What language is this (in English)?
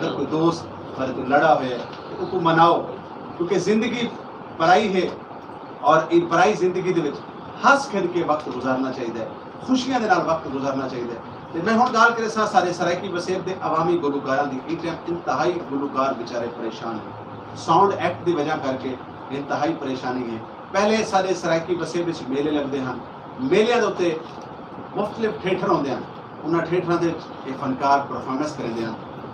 Saraiki